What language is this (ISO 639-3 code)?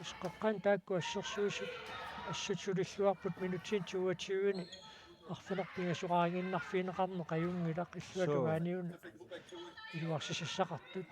kal